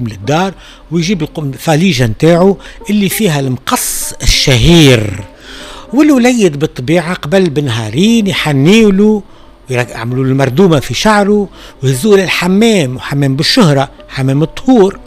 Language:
Tunisian Arabic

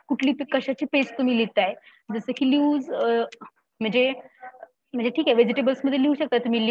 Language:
Marathi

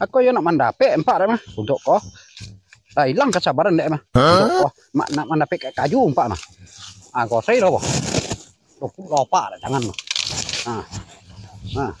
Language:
Minangkabau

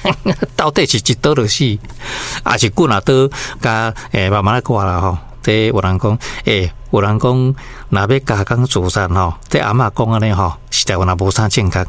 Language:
Min Nan Chinese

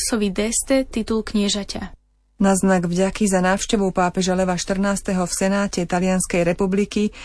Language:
Slovak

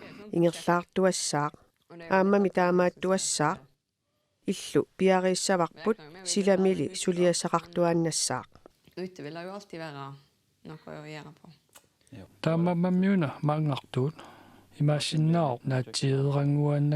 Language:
Kalaallisut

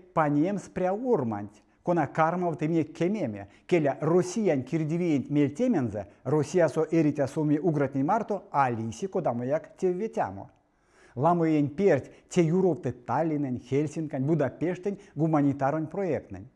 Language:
Erzya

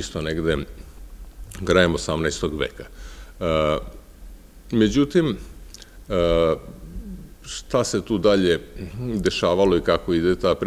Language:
Serbian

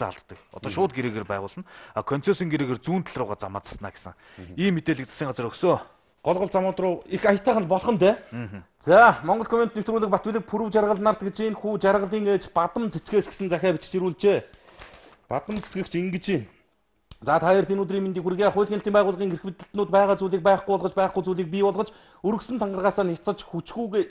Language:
Mongolian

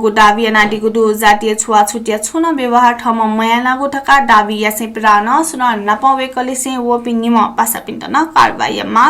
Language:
Newari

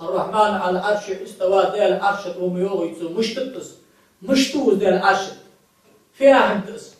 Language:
Ingush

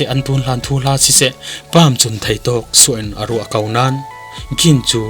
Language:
Falam Chin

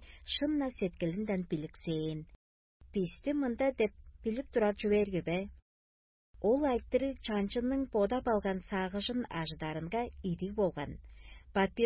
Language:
Tuvinian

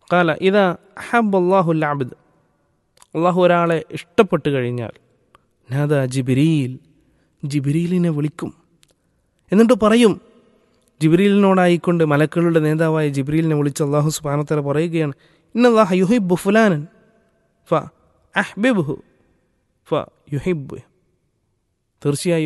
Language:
Malayalam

